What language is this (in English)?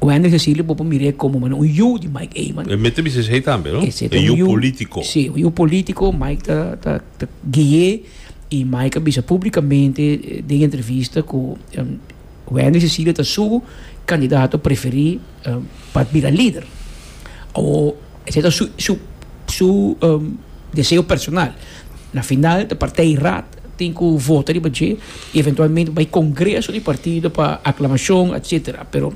Papiamento